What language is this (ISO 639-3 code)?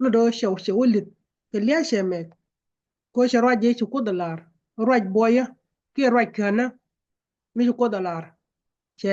nus